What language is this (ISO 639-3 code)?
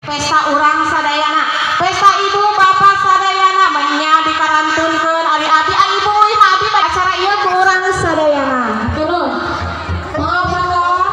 sun